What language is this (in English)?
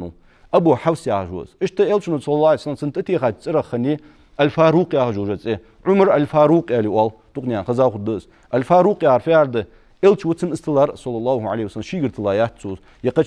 Ingush